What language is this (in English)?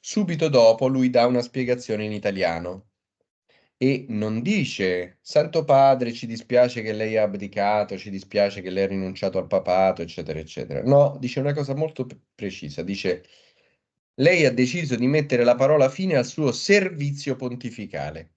Italian